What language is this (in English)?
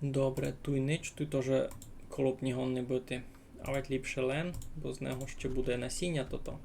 Rusyn